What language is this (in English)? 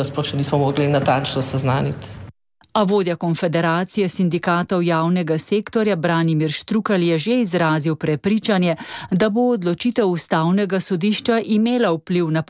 Slovenian